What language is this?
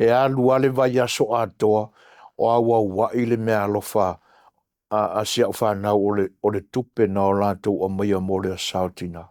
Samoan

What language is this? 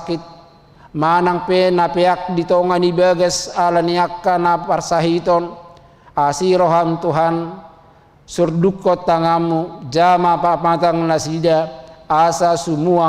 Batak Toba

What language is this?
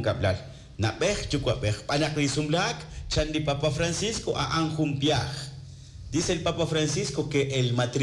Kekchí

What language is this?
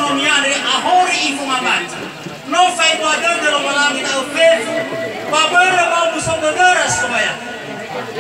Nias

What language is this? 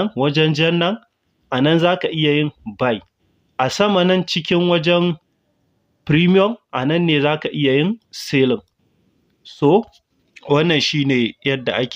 Hausa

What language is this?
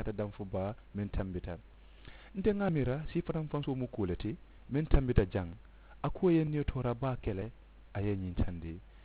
Mandingo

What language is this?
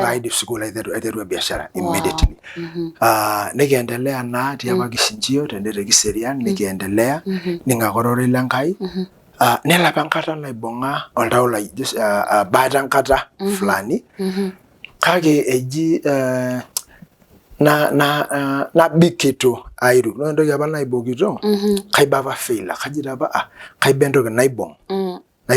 Masai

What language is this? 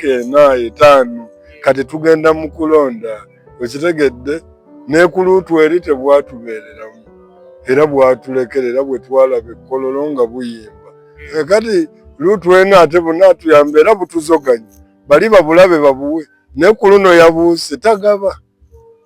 Ganda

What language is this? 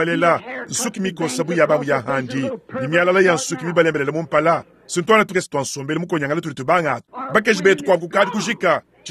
Luba-Lulua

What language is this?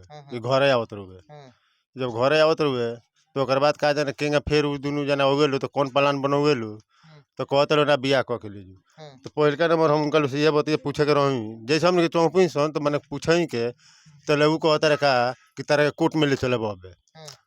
Bhojpuri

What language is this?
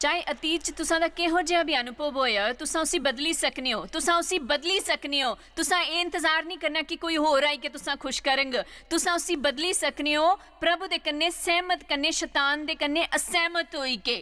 Dogri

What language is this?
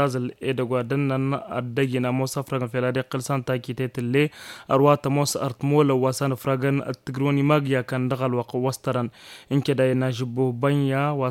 Tamasheq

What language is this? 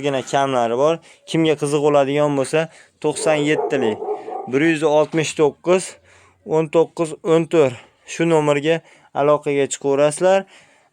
Uzbek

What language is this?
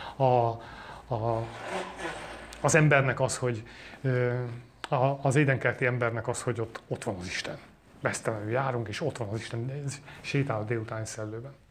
Hungarian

